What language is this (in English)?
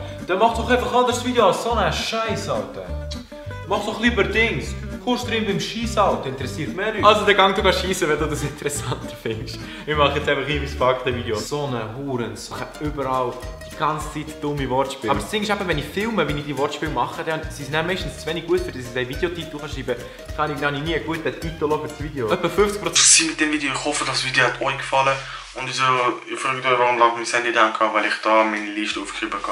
Swiss German